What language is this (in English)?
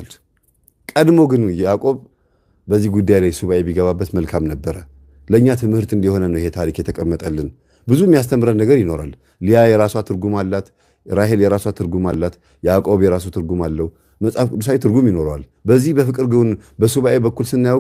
Amharic